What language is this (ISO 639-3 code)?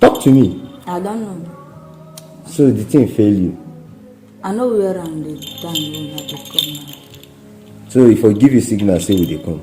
pcm